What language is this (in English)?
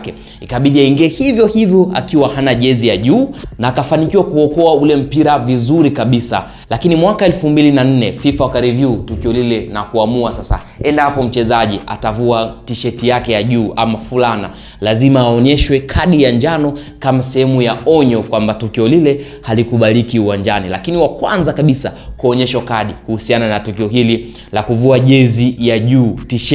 Swahili